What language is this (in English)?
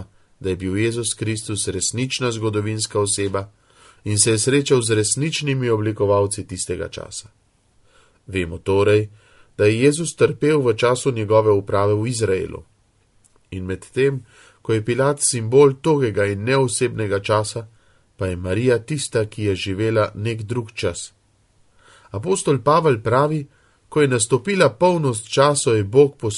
Slovenian